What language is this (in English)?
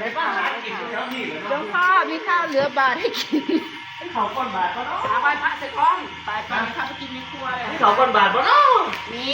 Northeastern Thai